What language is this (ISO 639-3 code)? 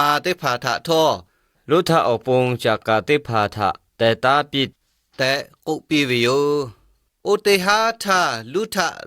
lhu